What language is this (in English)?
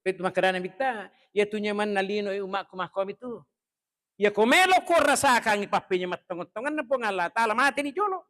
Buginese